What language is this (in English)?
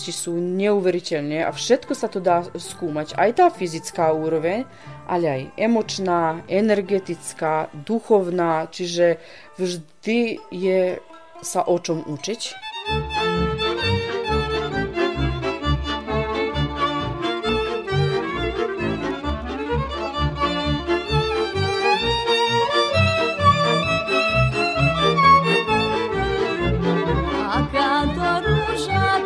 Slovak